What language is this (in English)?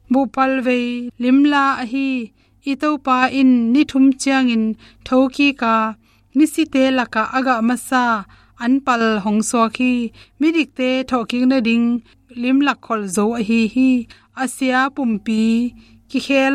Tedim Chin